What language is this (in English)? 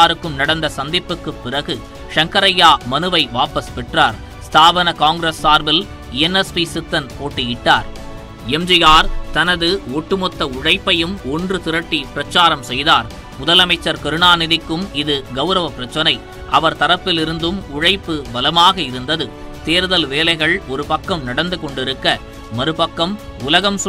Tamil